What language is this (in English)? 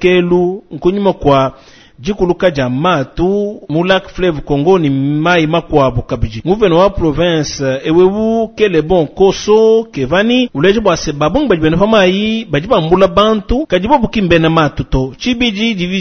Luba-Lulua